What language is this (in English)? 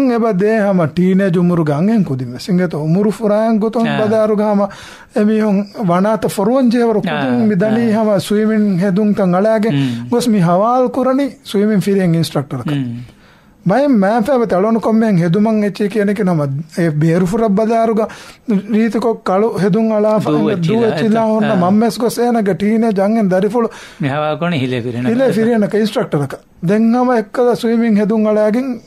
Divehi